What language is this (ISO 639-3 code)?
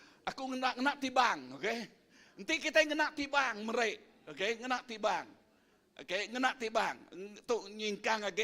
iba